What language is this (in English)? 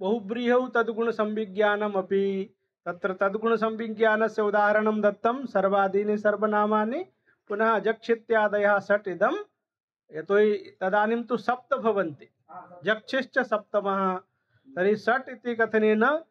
Sanskrit